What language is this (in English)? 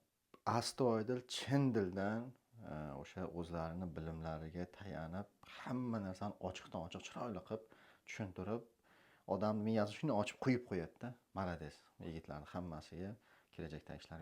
Uzbek